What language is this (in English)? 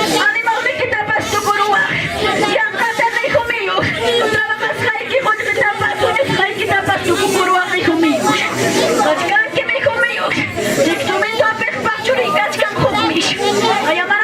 Ayacucho Quechua